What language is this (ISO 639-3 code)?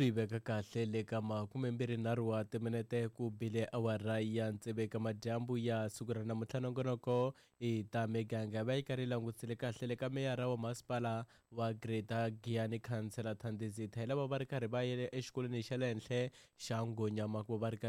tso